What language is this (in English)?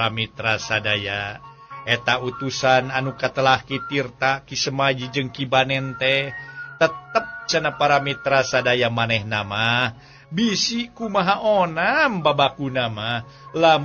Sundanese